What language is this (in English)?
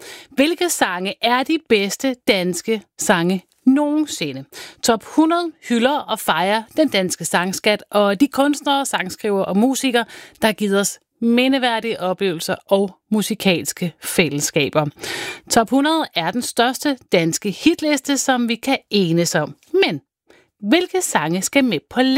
Danish